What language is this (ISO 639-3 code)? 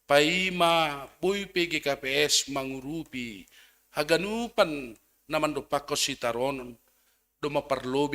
bts